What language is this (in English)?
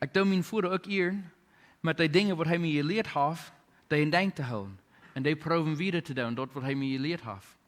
Plautdietsch